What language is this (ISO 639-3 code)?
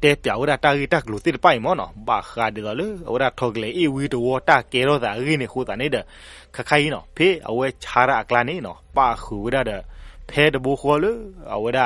ksw